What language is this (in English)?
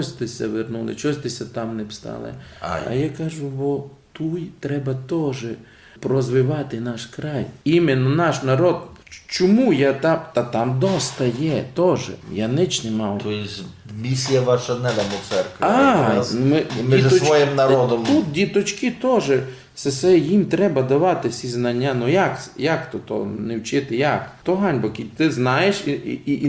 Rusyn